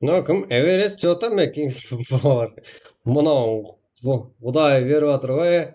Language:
Kara-Kalpak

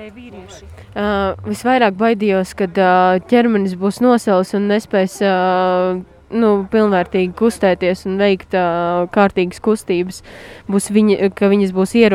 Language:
Latvian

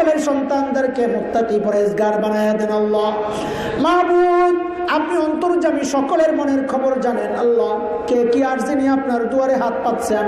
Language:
Bangla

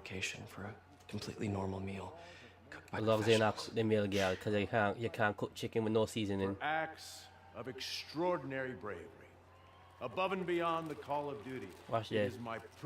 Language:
Jamaican Creole English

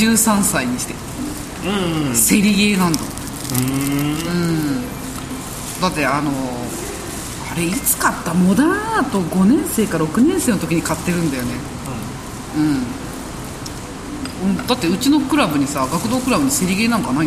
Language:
Japanese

